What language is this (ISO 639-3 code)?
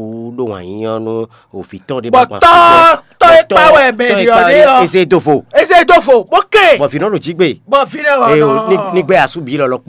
fon